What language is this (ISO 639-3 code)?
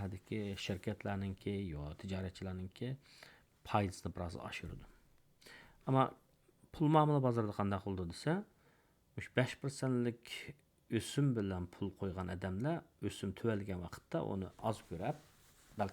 uig